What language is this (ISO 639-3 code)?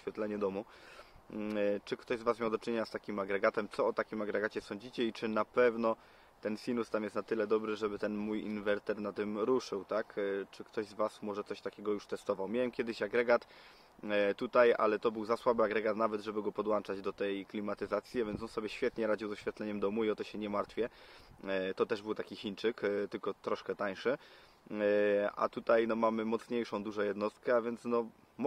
pol